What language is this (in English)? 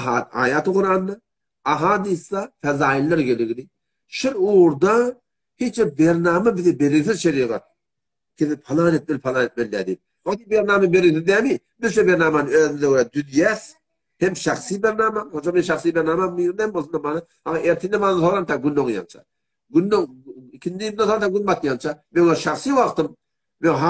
Turkmen